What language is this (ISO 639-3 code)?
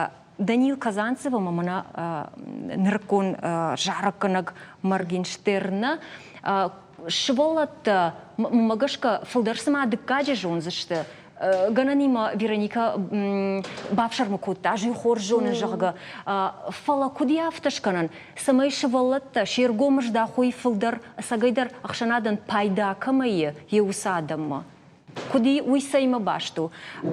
oss